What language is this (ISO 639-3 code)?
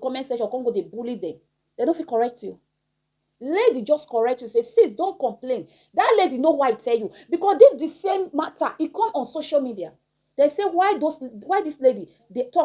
pcm